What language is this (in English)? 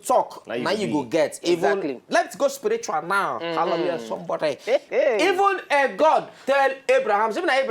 Nigerian Pidgin